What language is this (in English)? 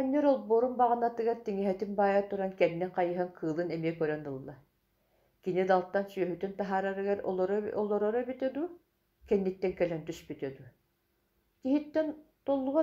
Yakut